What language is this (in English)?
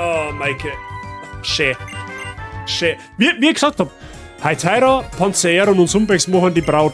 Bavarian